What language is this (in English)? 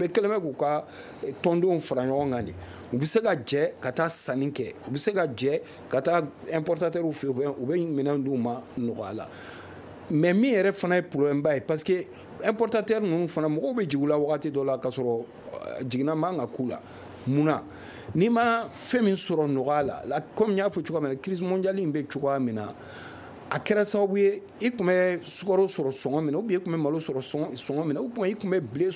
Bambara